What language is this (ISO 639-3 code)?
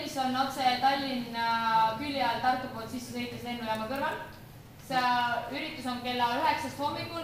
est